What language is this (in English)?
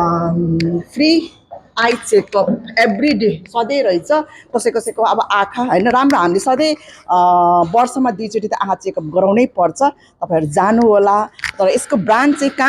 Nepali